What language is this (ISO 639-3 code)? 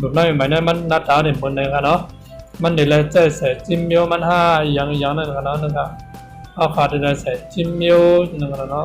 shn